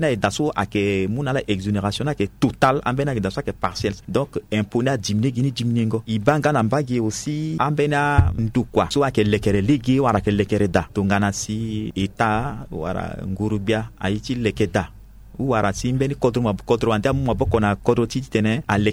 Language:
Sango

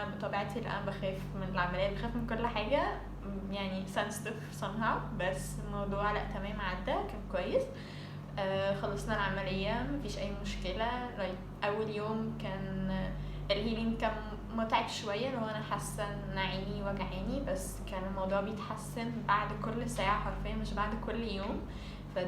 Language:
Egyptian Arabic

